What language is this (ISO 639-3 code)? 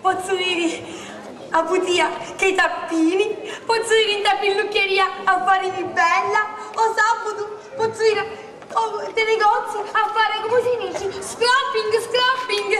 scn